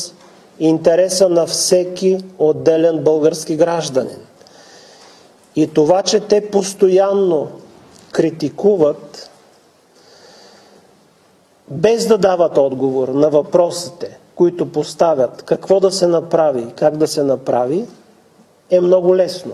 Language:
Bulgarian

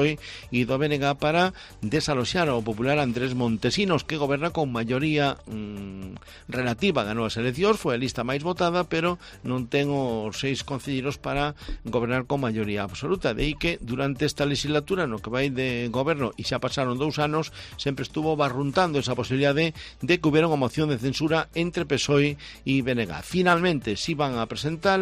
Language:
Galician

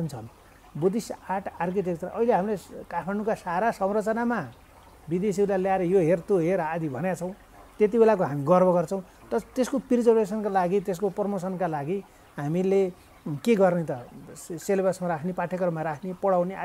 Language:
Nepali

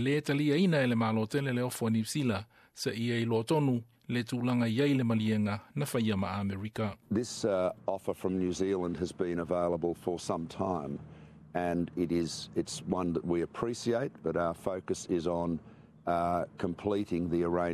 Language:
Samoan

